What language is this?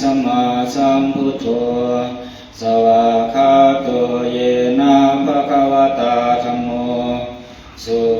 Pali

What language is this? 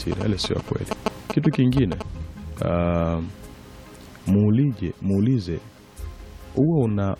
Swahili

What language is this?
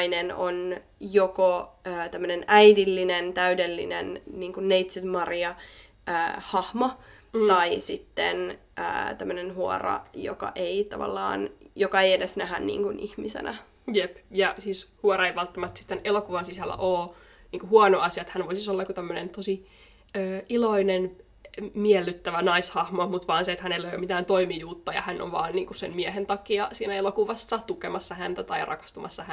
Finnish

